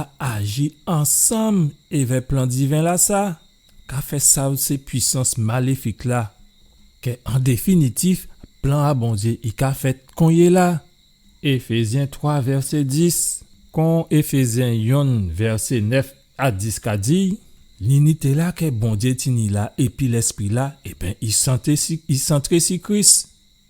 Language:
Guadeloupean Creole French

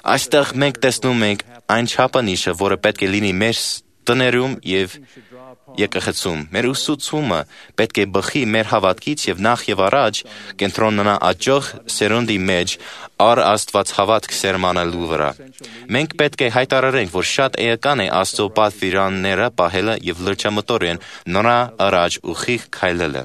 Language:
Armenian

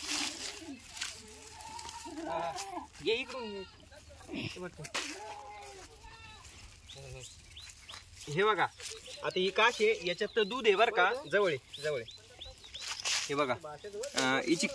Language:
Marathi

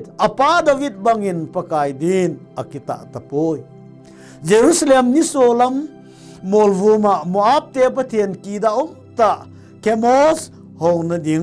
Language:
Thado Chin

